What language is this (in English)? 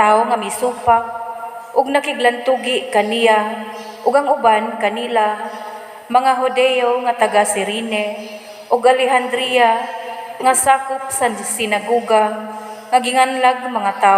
Cebuano